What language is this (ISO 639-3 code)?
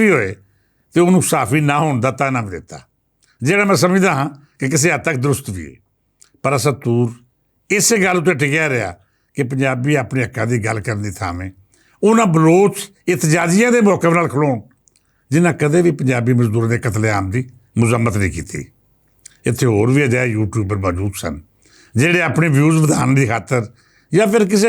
lah